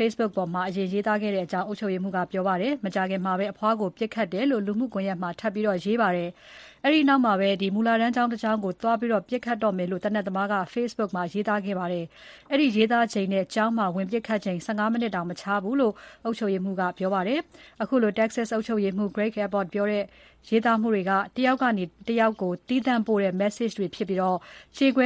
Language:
Burmese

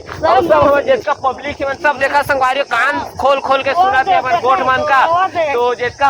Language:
Chhattisgarhi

